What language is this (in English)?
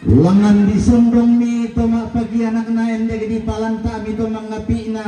Toraja-Sa'dan